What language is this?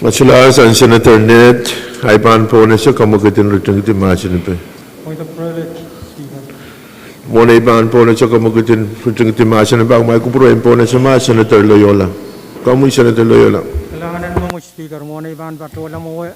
Pohnpeian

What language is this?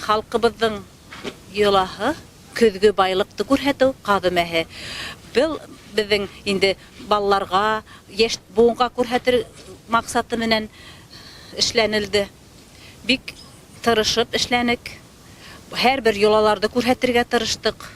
Bashkir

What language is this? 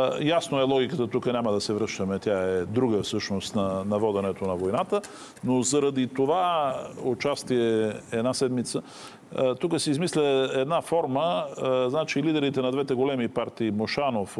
Bulgarian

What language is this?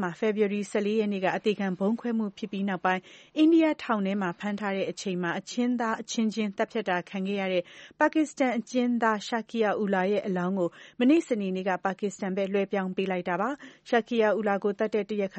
Burmese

